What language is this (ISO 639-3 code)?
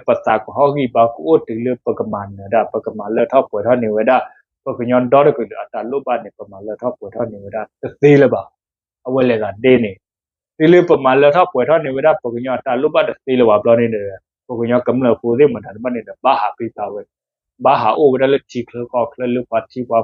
ksw